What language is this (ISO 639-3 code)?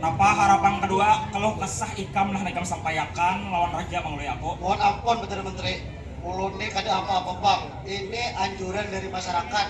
bjn